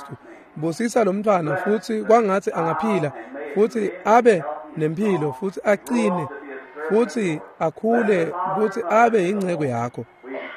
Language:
Swati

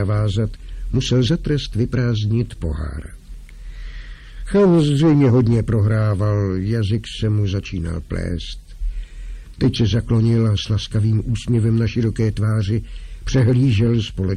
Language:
Czech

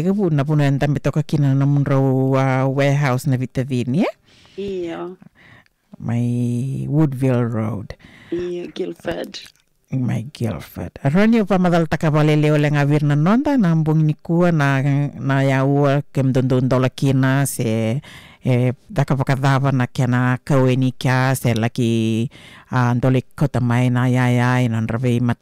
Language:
Fijian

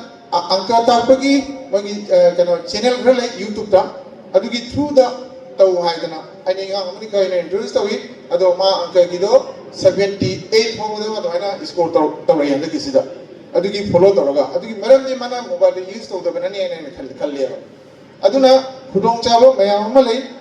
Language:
Manipuri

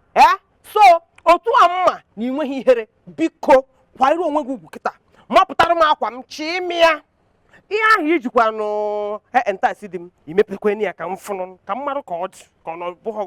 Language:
Igbo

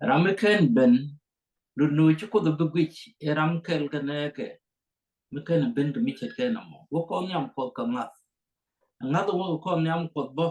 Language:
Nuer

